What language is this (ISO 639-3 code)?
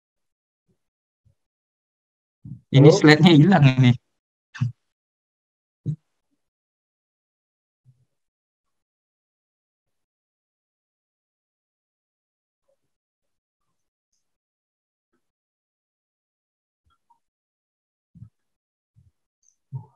ind